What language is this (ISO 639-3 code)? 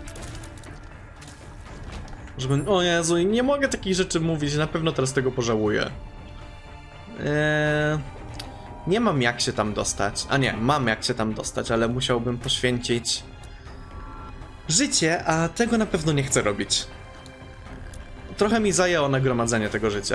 pol